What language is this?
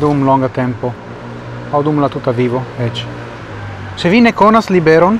Esperanto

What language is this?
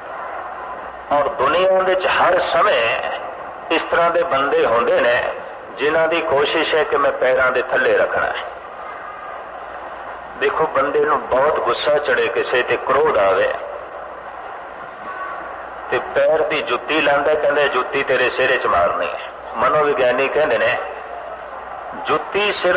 Punjabi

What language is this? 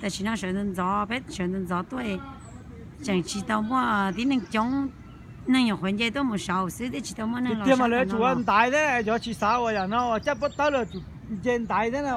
Hmong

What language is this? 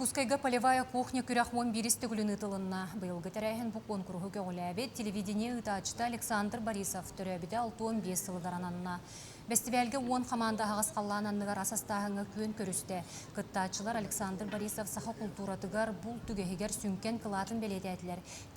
Yakut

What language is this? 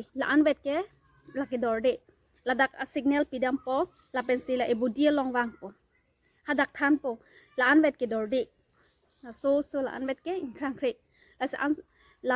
Karbi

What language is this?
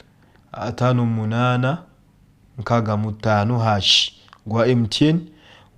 Ganda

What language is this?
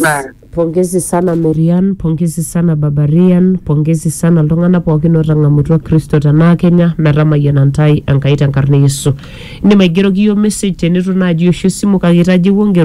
Masai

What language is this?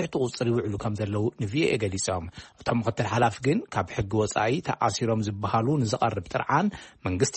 Tigrinya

